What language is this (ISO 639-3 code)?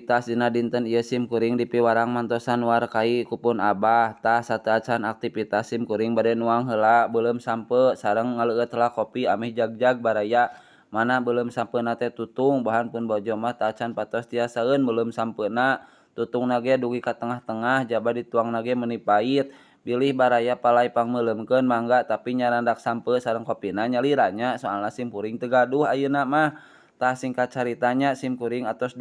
sun